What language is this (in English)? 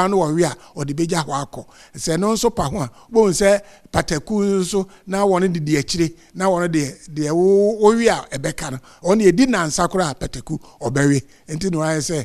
Akan